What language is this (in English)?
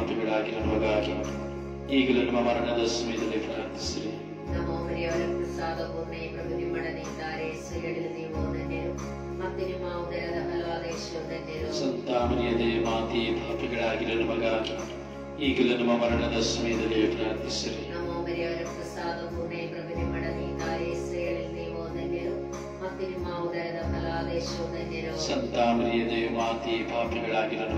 Kannada